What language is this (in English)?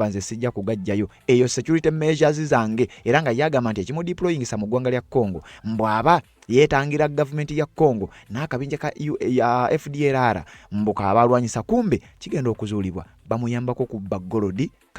Ganda